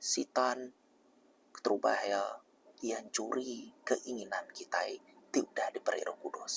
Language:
Iban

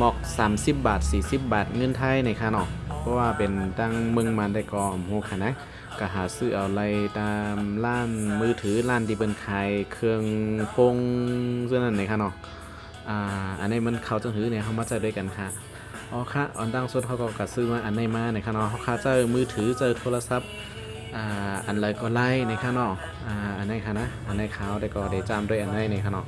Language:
Shan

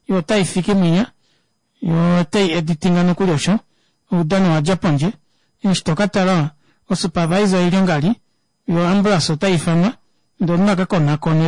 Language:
Kuanyama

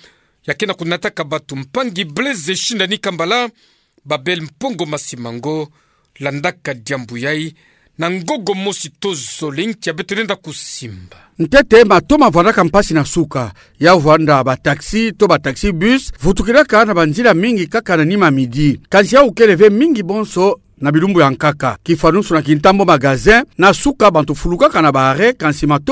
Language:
Kituba (Democratic Republic of Congo)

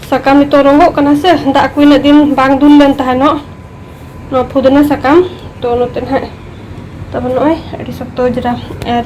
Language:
Santali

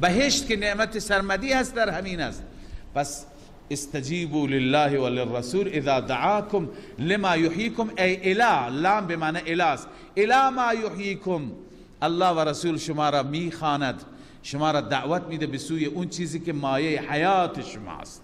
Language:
Persian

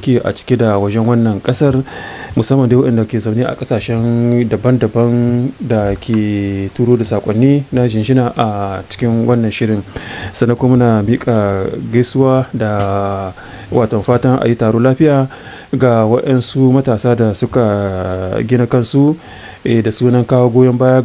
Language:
Hausa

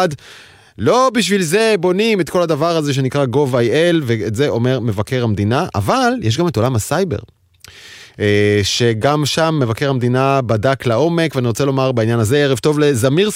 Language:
Hebrew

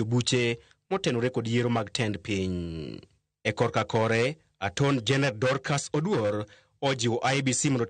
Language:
Luo (Kenya and Tanzania)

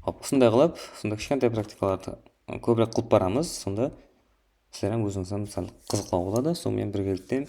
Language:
Kara-Kalpak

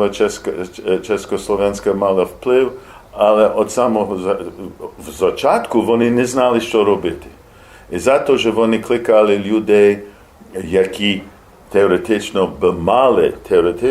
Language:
Rusyn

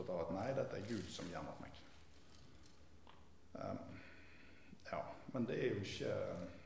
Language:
Norwegian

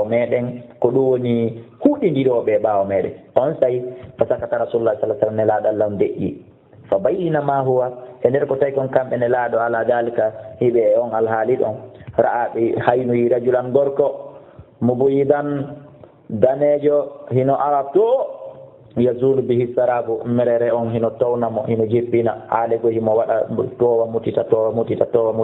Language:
Fula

